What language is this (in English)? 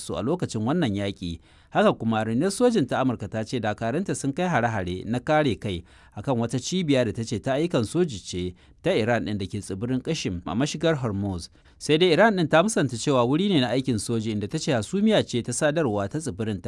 Hausa